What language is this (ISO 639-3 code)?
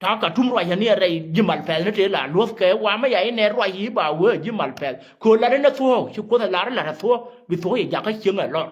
nus